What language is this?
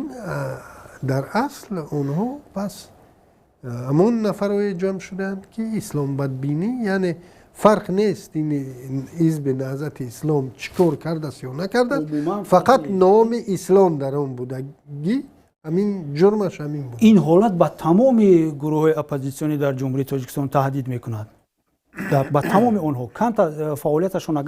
Tajik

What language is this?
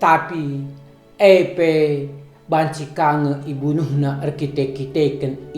Batak Karo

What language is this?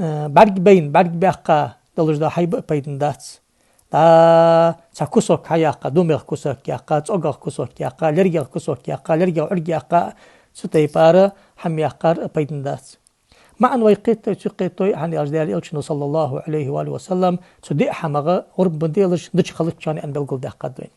Ingush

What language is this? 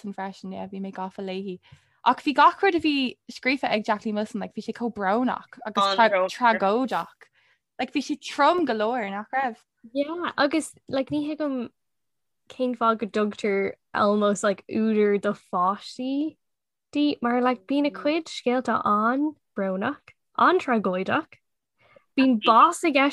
Irish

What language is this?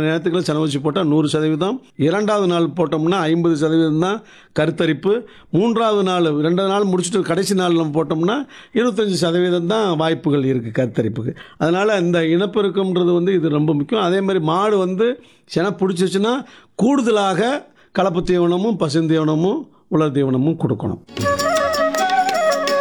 Tamil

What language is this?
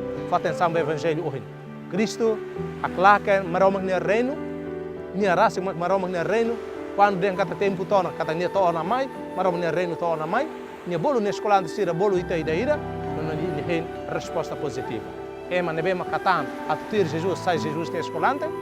Tetum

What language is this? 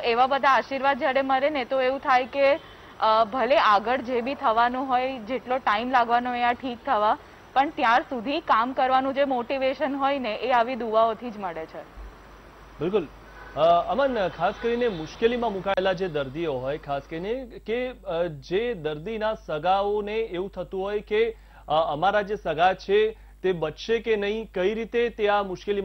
Gujarati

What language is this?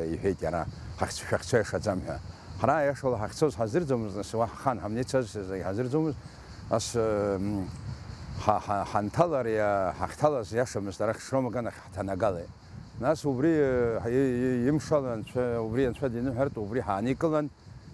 Abkhazian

